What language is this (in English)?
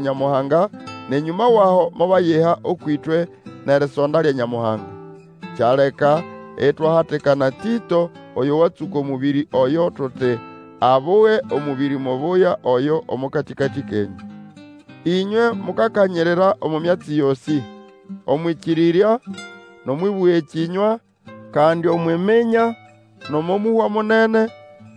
Nande